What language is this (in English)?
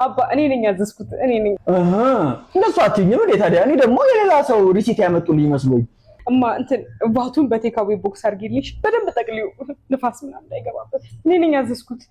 Amharic